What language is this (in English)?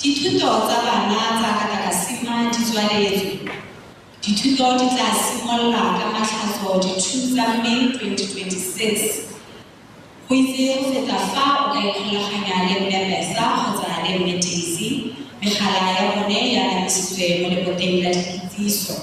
Tswana